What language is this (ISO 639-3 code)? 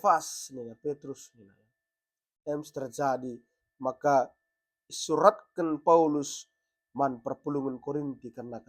btx